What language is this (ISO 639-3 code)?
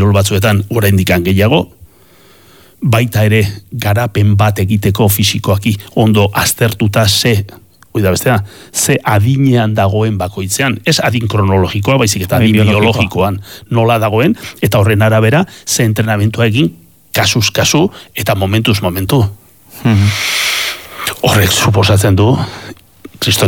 eus